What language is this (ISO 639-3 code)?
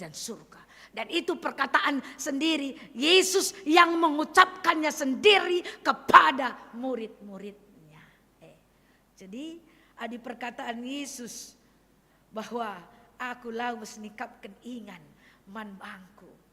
btx